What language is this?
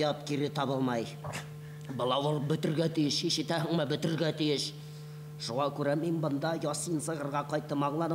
Bashkir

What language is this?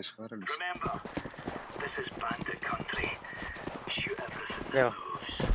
Yakut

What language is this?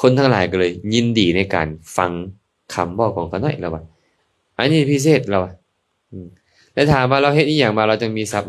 Lao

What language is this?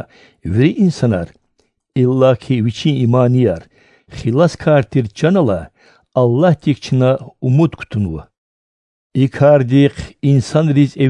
Lezghian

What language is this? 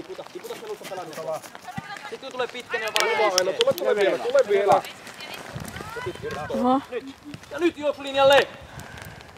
Finnish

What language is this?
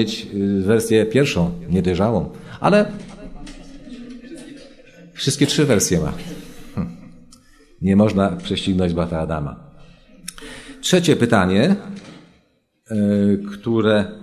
Polish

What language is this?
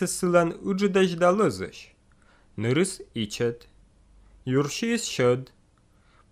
Slovenian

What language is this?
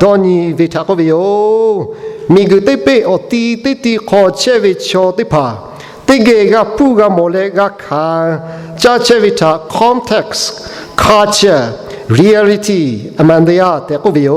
Lahu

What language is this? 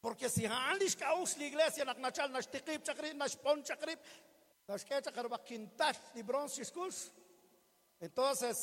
Kekchí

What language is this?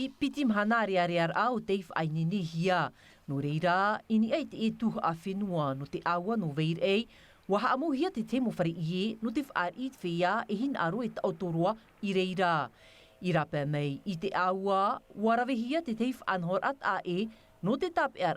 Tahitian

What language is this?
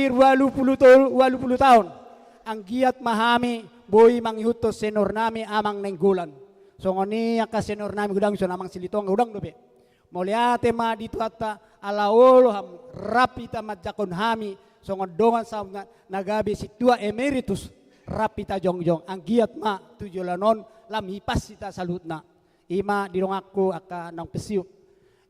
Batak Toba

